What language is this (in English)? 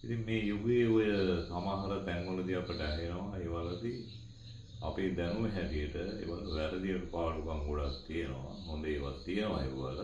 Sinhala